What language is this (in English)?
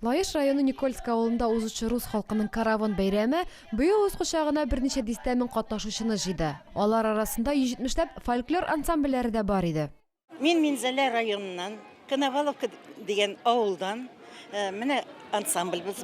Tatar